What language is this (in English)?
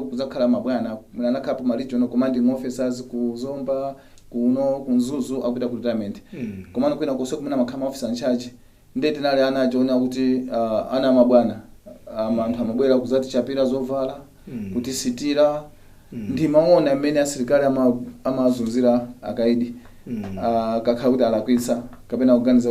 Nyanja